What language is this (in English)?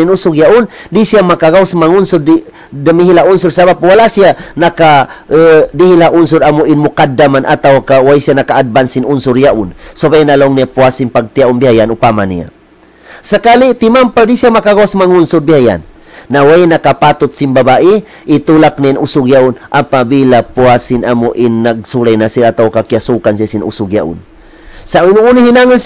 Tausug